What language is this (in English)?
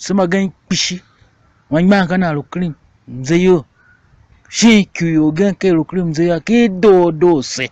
Tiv